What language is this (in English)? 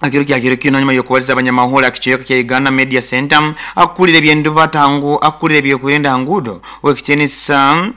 Nyoro